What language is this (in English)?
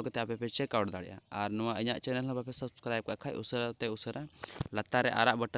Santali